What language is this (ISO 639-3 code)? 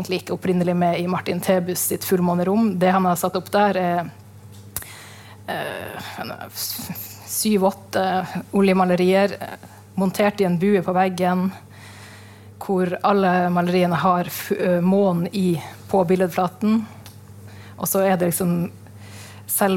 nor